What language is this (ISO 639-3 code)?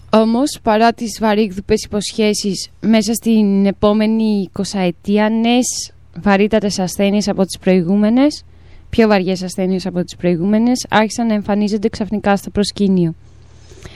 ell